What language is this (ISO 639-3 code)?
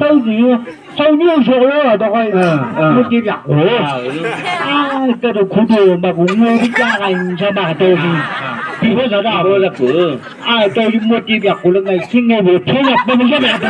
nbc